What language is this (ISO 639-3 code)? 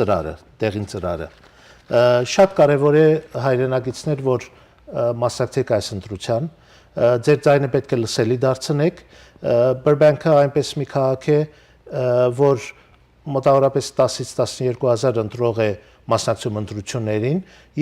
hyw